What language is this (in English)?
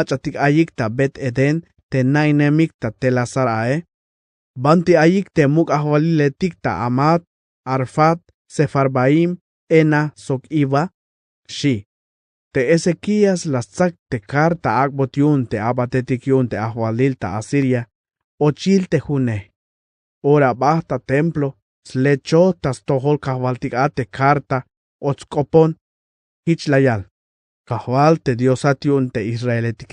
Tzeltal